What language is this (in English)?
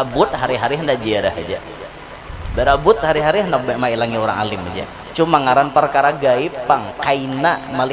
Banjar